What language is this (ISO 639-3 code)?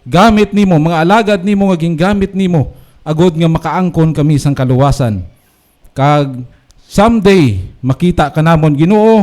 hil